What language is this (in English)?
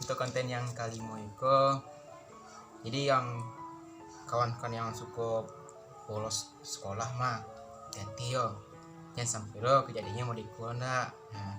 Minangkabau